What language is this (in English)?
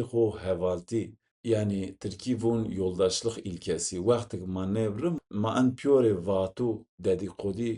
Zaza